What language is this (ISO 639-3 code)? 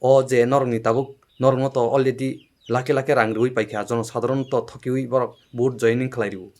trp